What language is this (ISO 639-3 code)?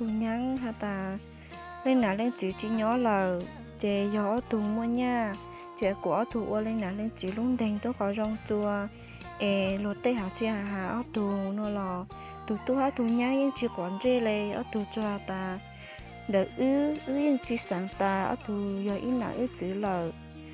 hmn